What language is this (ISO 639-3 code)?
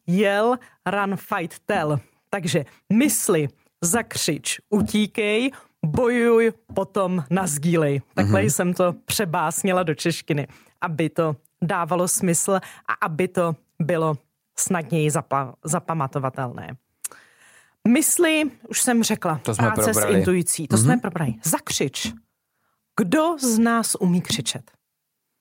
ces